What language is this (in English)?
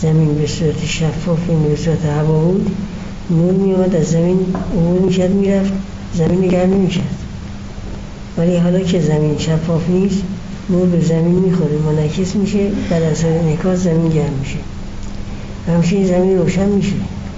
Persian